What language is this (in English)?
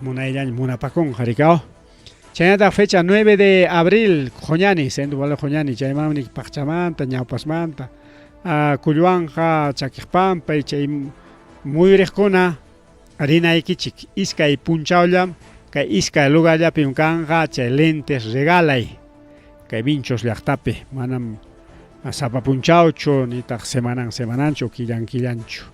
Ayacucho Quechua